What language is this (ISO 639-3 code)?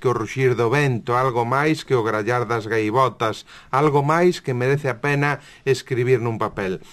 glg